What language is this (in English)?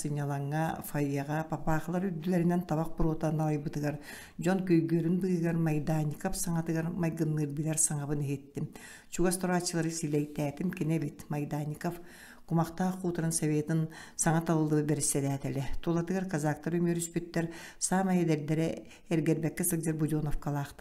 Yakut